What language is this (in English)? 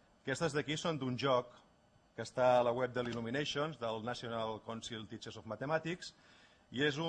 Catalan